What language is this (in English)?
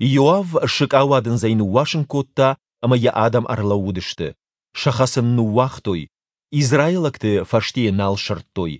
Ossetic